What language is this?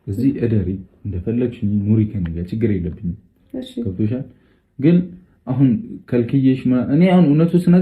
Amharic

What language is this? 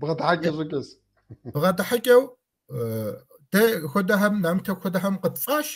Kabardian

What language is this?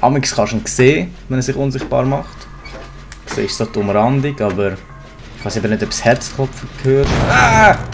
Swiss German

